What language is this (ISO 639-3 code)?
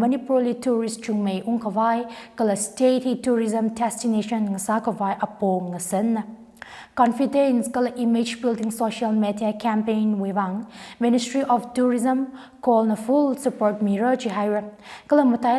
nmf